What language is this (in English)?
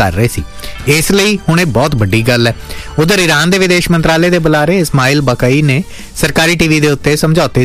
Punjabi